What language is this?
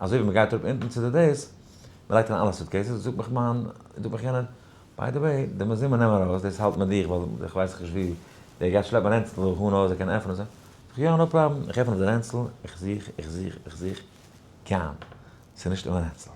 Yiddish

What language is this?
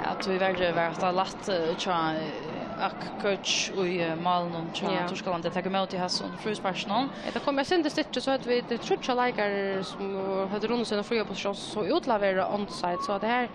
Faroese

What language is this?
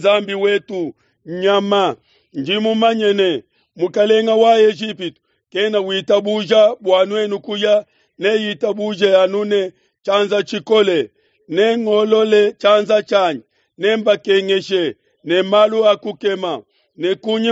Luba-Lulua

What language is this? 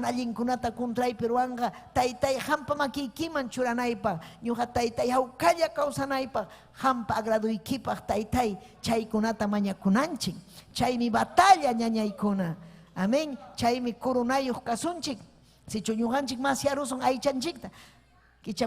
Ayacucho Quechua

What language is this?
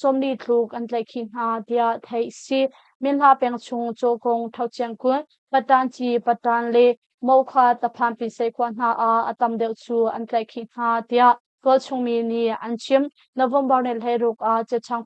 Hakha Chin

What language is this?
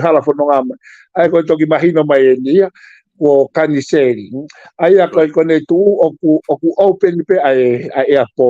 Tongan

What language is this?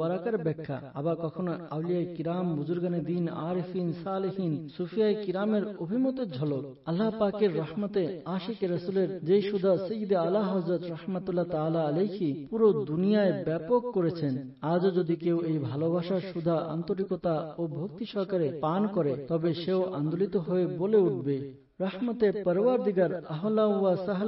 Bangla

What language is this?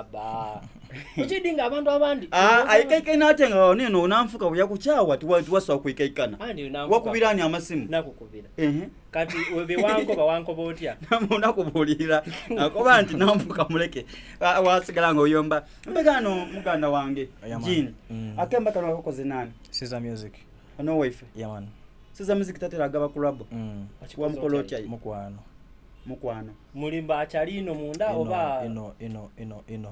Soga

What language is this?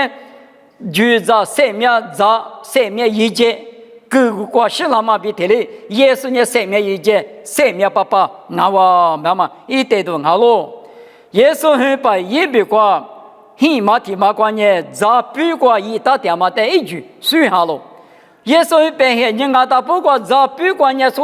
Lisu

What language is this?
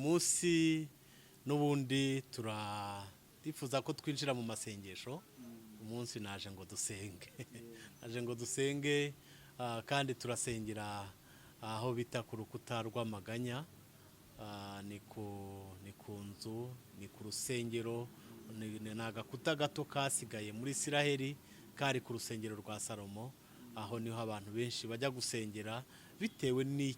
Kinyarwanda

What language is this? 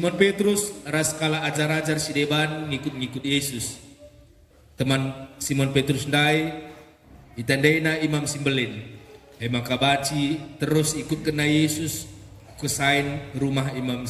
Batak Karo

